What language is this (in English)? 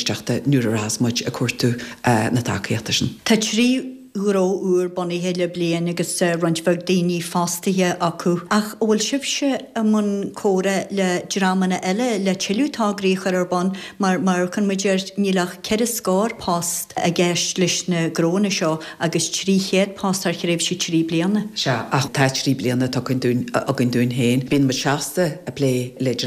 Irish